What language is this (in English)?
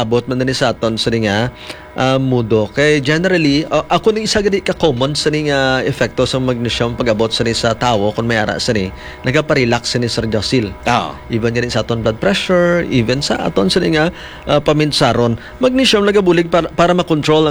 Hiligaynon